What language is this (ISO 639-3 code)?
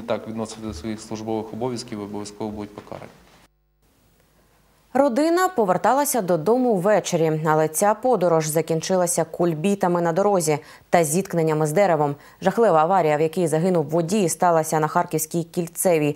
ukr